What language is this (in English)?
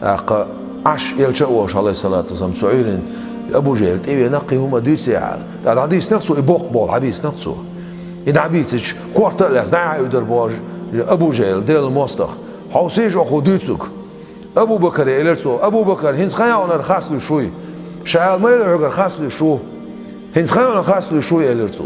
Chechen